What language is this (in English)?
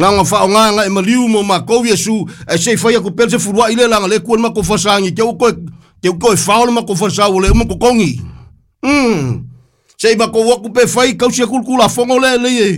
Samoan